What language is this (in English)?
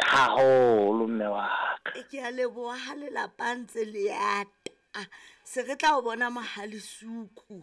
Southern Sotho